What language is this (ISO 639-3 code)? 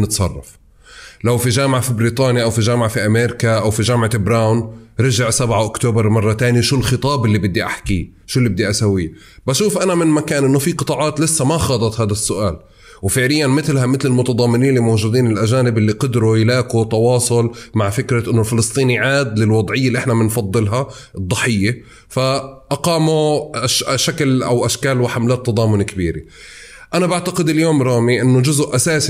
apc